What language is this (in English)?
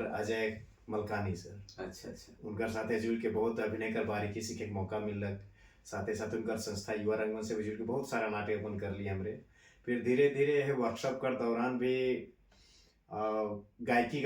Sadri